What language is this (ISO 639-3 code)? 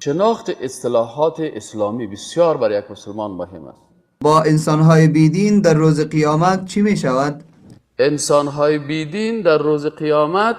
fas